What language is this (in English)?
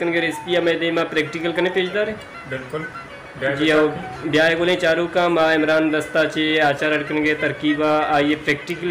Baluchi